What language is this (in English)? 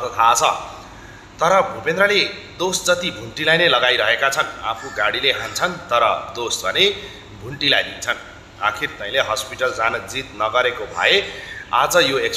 Nepali